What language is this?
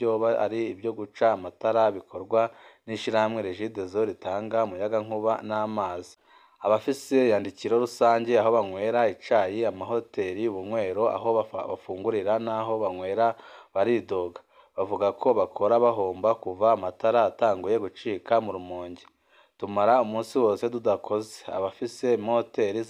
Rundi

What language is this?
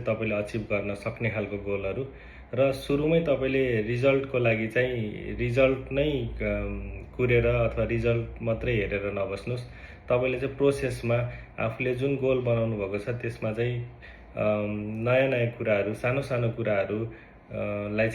Nepali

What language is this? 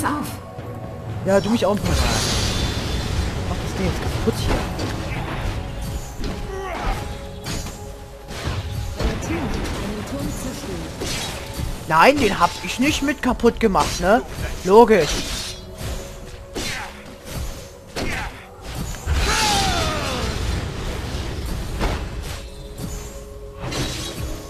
German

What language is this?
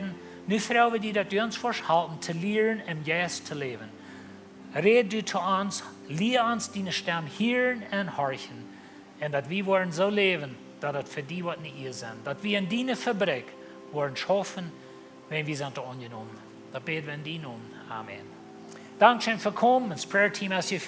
Plautdietsch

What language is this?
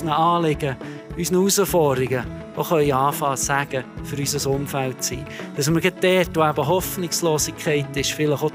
Swiss German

